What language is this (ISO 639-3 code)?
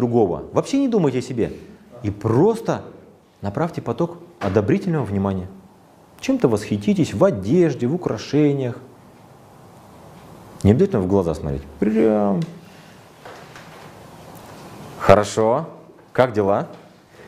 rus